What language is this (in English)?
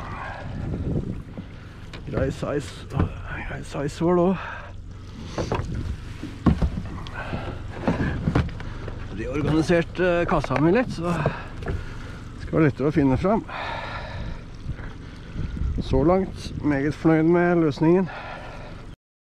Norwegian